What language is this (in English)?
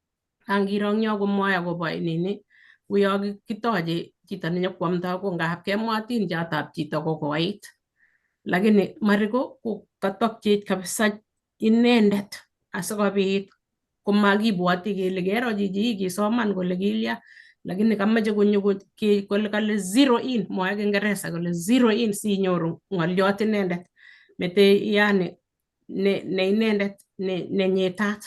Kalenjin